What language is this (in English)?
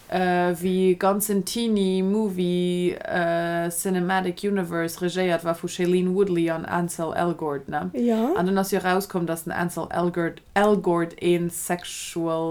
Luxembourgish